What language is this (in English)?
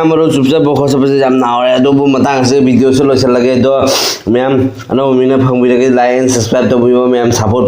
Manipuri